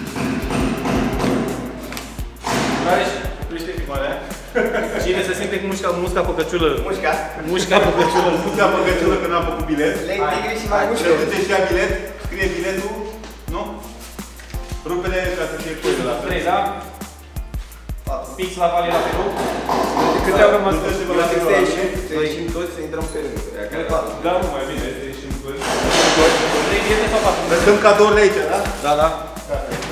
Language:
Romanian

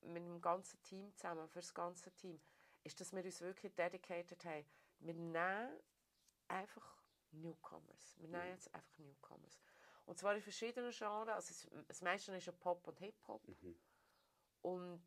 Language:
Swiss German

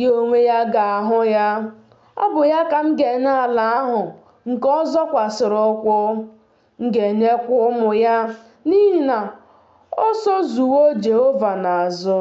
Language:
Igbo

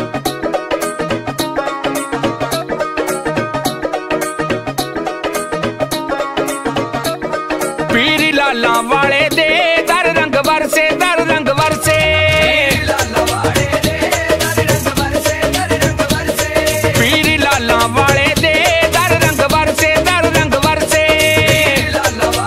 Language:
Punjabi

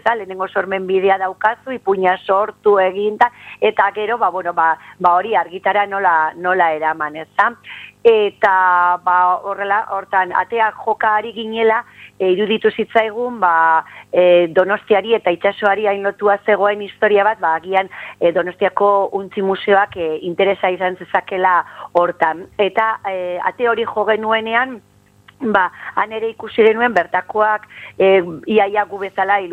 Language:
Basque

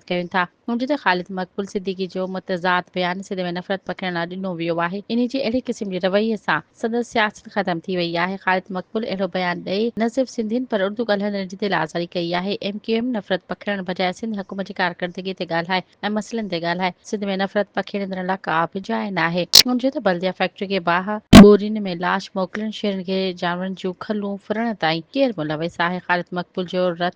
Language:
Sindhi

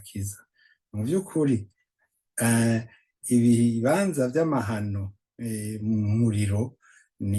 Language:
Rundi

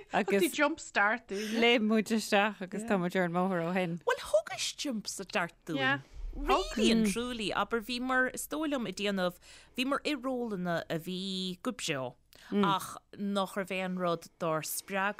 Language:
Irish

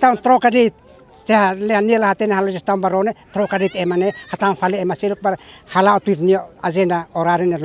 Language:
Tetum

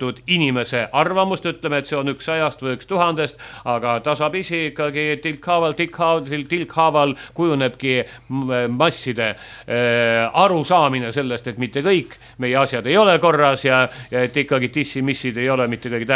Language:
Estonian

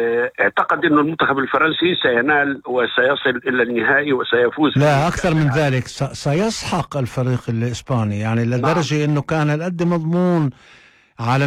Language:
North Levantine Arabic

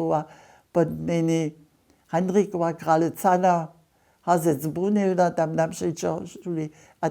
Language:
Upper Sorbian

